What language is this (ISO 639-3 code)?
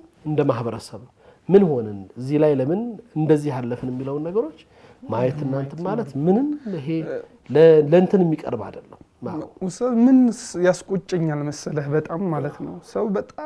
amh